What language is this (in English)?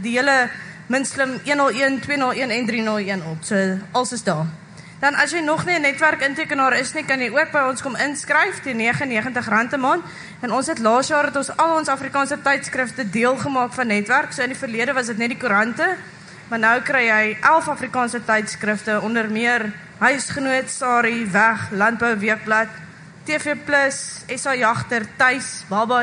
Afrikaans